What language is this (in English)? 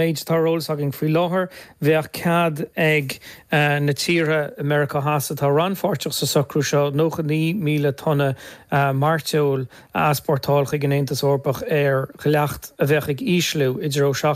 Irish